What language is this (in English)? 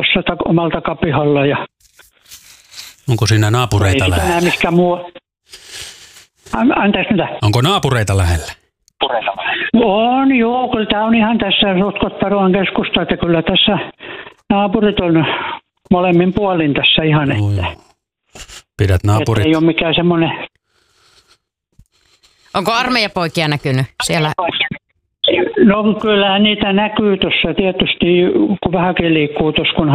Finnish